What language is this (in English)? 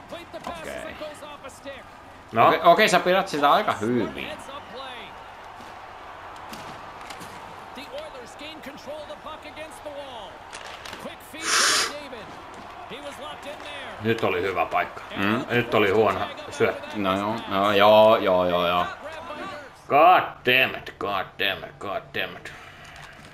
Finnish